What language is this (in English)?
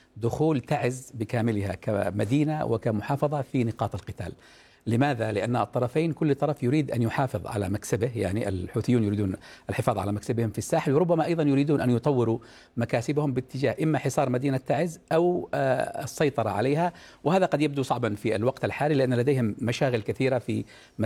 Arabic